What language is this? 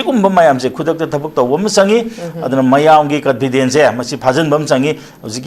Manipuri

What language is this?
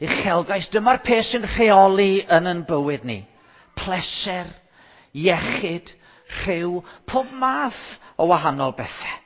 Welsh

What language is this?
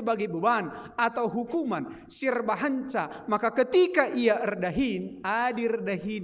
Batak Karo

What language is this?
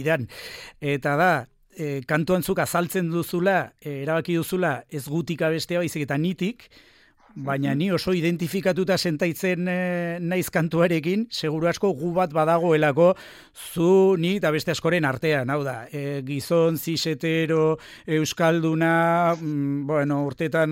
Basque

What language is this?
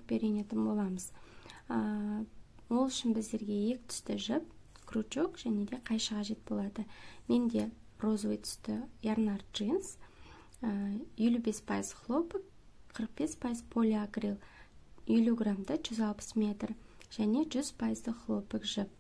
Kazakh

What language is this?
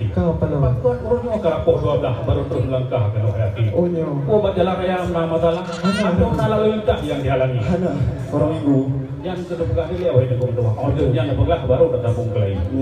Achinese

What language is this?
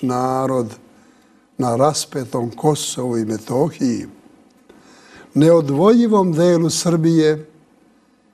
Serbian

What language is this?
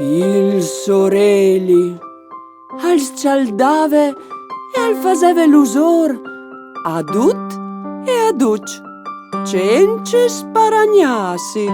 Friulian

